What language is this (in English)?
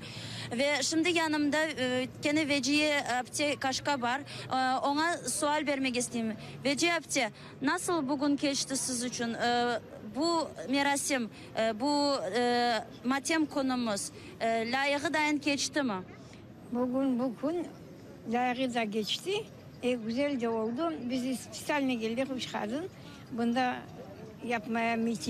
Crimean Tatar